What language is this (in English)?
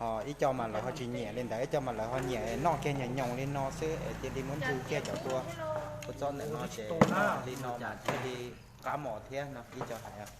Hmong